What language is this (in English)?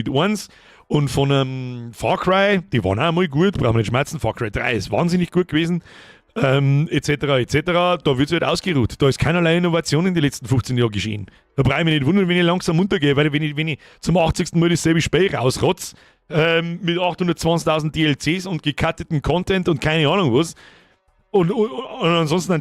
Bavarian